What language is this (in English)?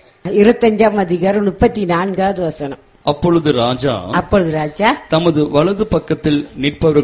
Tamil